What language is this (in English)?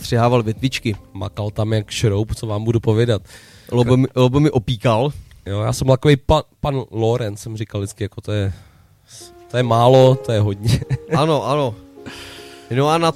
Czech